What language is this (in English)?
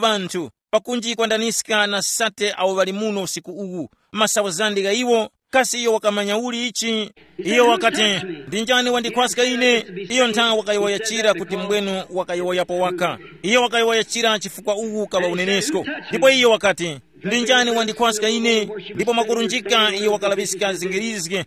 Tumbuka